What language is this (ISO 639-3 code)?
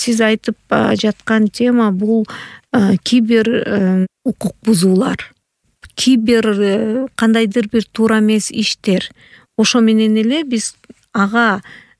kir